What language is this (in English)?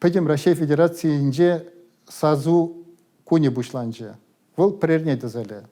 Chuvash